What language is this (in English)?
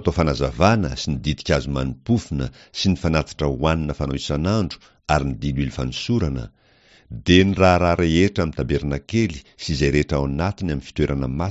Malagasy